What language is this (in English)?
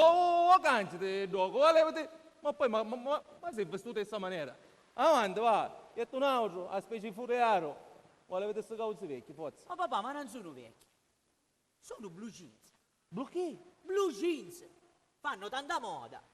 Sicilian